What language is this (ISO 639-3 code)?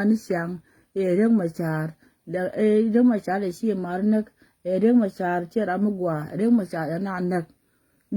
nus